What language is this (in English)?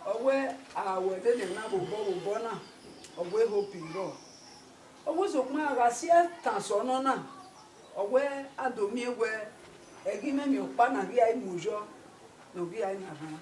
Bini